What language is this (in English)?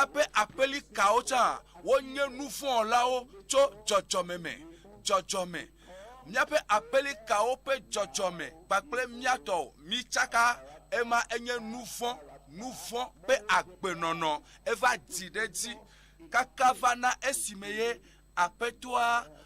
Ewe